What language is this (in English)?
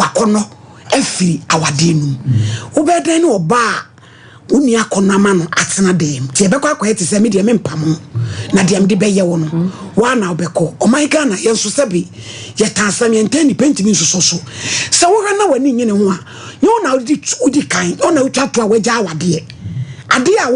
Akan